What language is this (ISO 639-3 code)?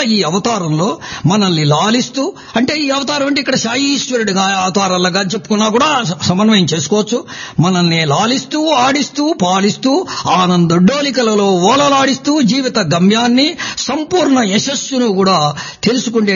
tel